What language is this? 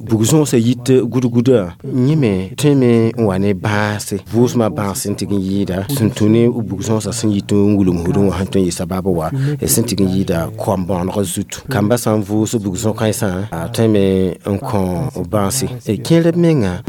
Mossi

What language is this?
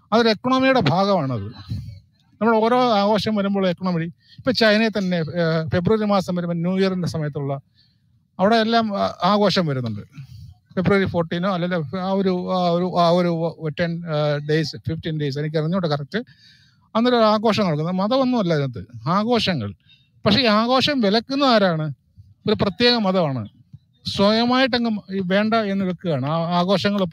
Malayalam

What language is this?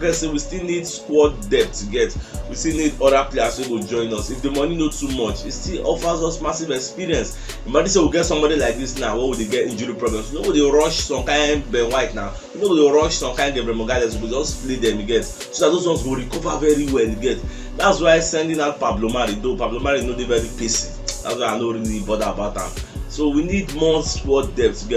Nigerian Pidgin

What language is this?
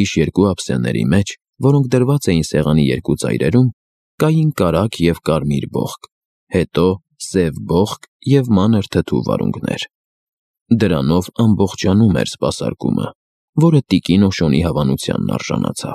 Armenian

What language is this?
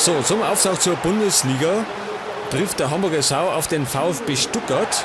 Bavarian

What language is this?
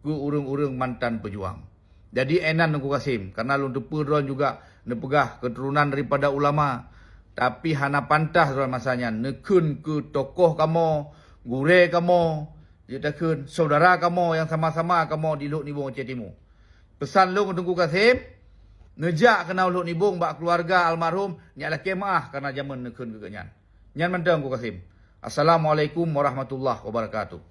Achinese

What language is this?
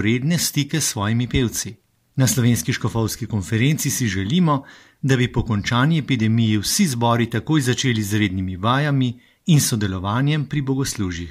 Slovenian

